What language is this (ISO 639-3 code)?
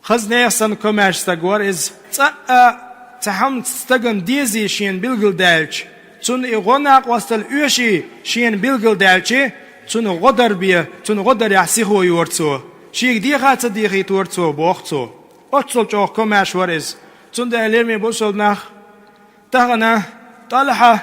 che